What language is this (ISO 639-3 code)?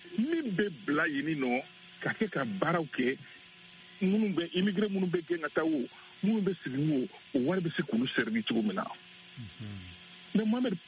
bam